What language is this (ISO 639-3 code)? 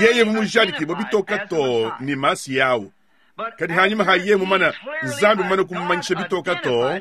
lua